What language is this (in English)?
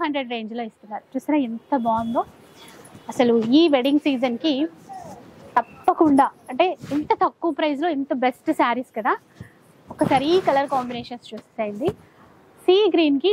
Telugu